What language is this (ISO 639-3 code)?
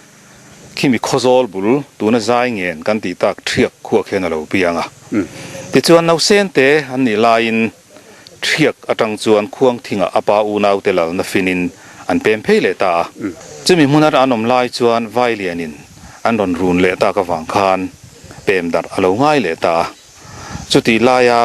lus